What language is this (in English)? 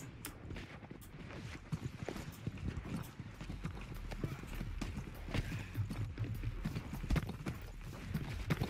Norwegian